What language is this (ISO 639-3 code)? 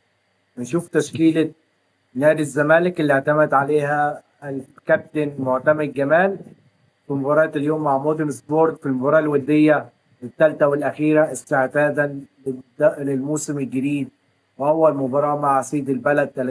arz